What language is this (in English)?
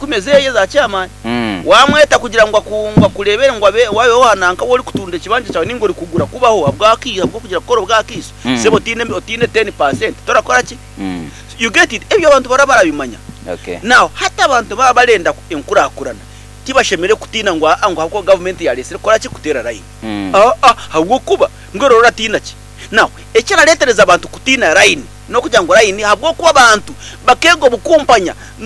Nyankole